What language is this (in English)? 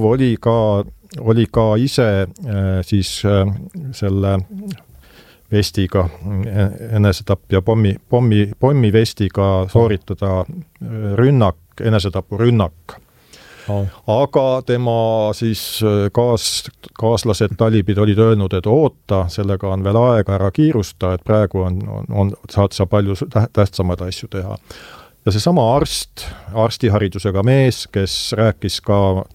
Estonian